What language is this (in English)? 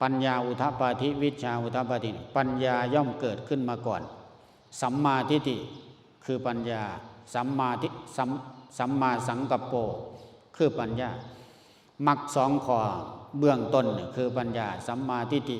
Lao